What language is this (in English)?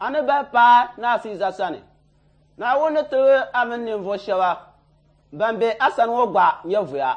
Dagbani